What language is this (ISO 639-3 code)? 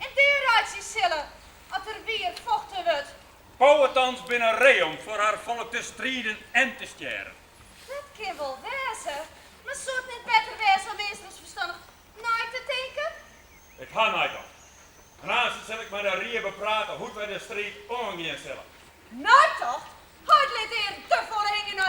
fry